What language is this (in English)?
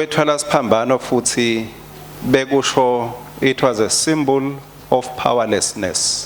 Swati